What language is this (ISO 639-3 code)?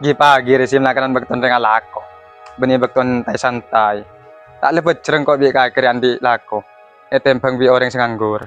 mad